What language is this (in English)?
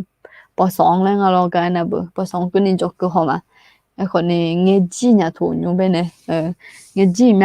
Akha